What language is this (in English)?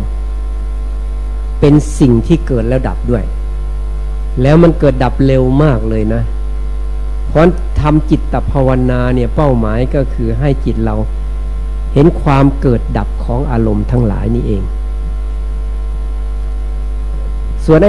Thai